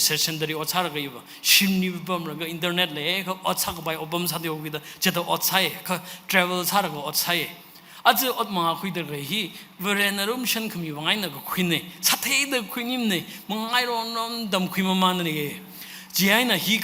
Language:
Tangkhul Naga (India)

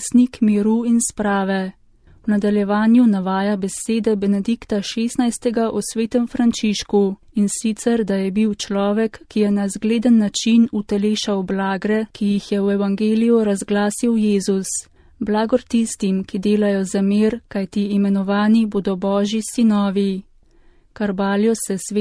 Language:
Slovenian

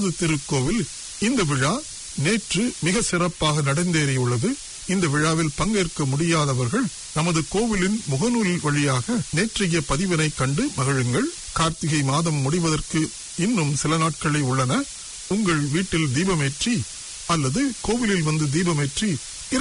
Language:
Tamil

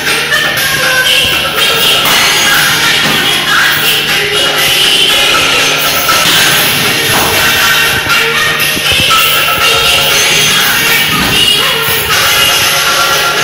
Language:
Malayalam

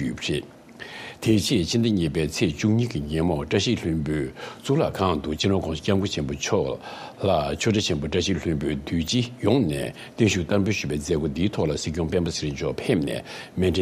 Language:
Tibetan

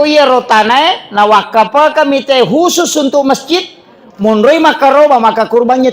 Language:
Buginese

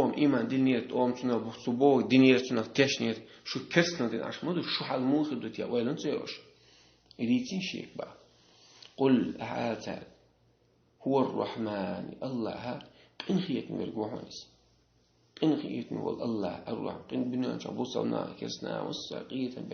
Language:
Chechen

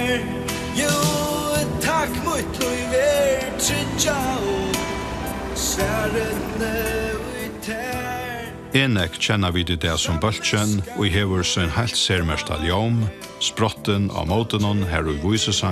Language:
Faroese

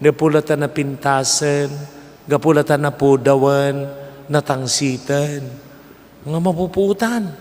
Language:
Iloko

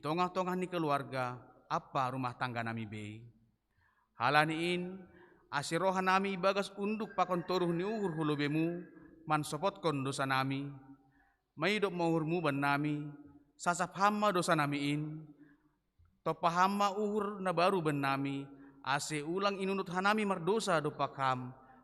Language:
Batak Simalungun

